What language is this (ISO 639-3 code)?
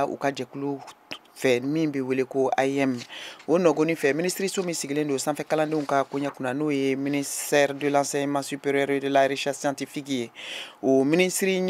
bam